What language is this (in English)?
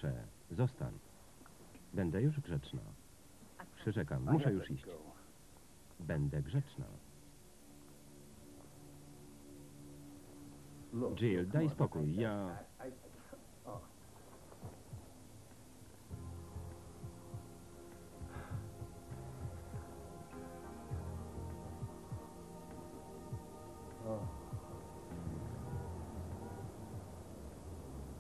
Polish